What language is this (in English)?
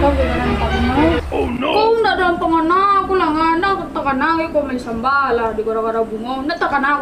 Minangkabau